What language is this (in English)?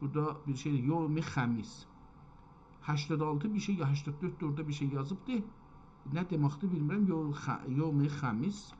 South Azerbaijani